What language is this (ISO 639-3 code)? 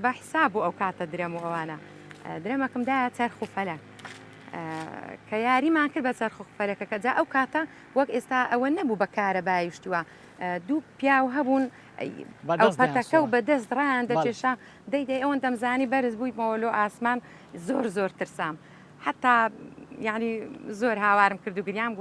ckb